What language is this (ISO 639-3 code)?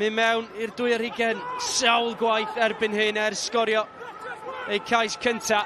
cym